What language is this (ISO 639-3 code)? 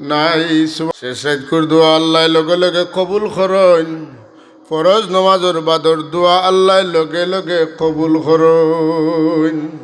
syl